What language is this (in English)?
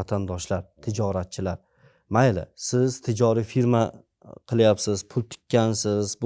Uzbek